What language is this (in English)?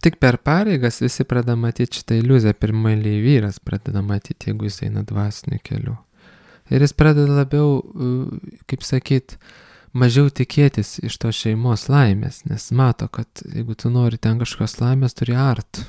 Lithuanian